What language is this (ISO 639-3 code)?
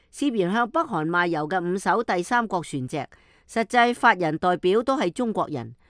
yue